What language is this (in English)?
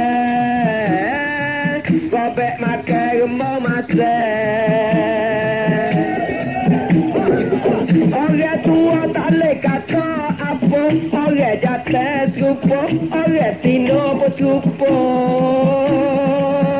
Pattani Malay